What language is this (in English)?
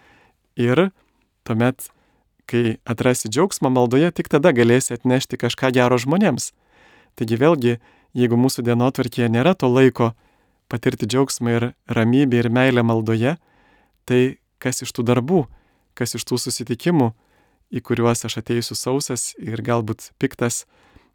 Lithuanian